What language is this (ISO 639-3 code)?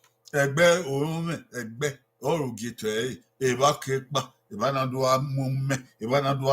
bin